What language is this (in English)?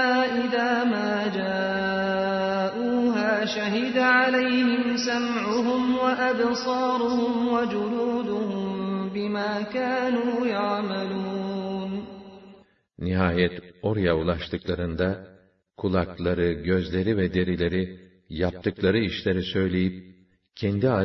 Turkish